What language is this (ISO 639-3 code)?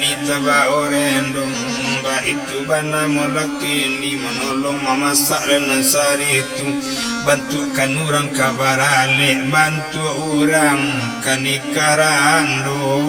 min